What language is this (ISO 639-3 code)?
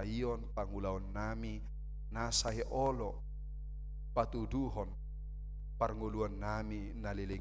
bbc